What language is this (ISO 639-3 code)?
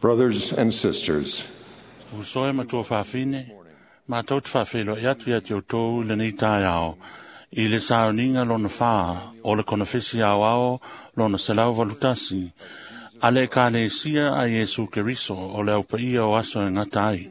smo